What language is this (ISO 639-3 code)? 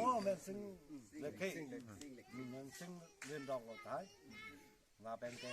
mjw